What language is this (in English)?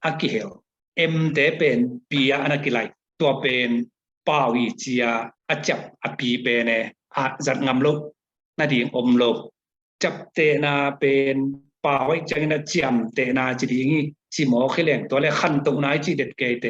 Tedim Chin